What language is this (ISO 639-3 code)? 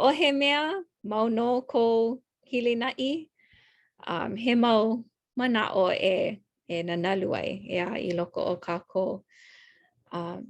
haw